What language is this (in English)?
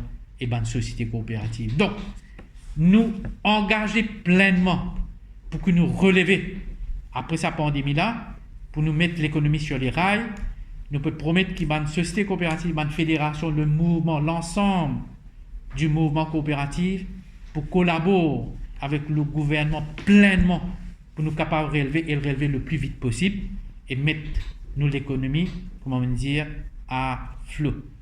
Morisyen